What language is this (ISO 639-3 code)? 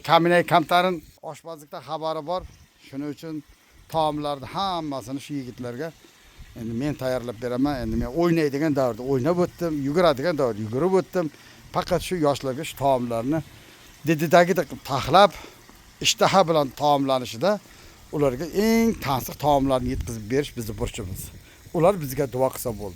uzb